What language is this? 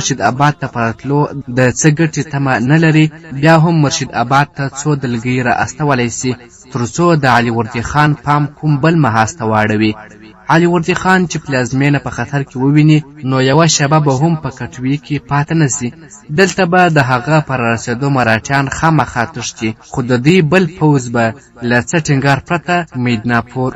Pashto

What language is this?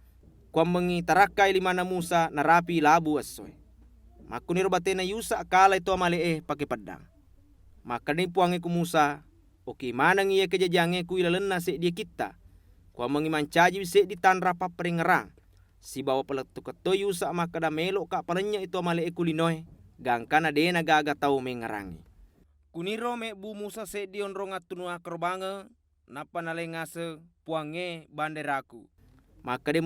Buginese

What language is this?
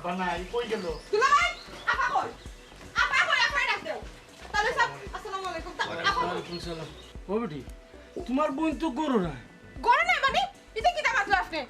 Sylheti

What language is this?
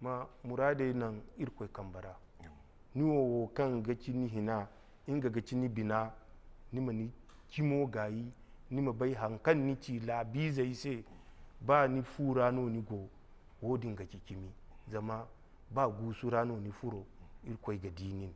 Zarma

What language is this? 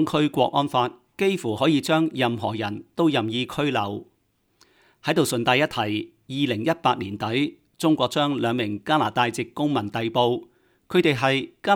Cantonese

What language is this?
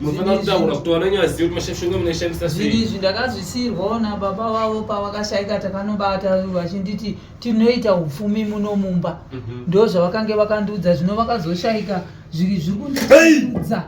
Shona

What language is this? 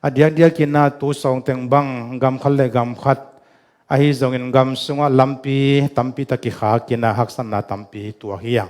Tedim Chin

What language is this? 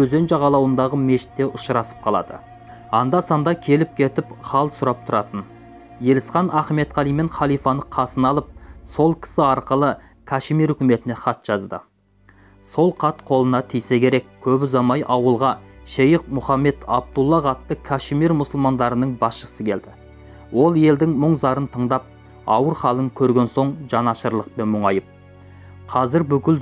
Kazakh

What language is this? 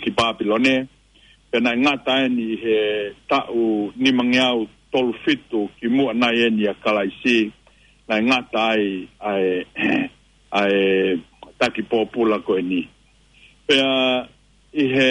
Tongan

